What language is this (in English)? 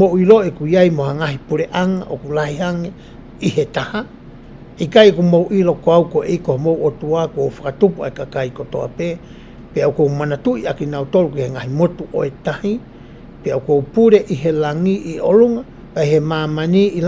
Tongan